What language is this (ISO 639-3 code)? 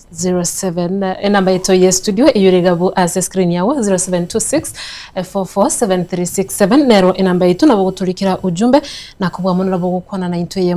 guz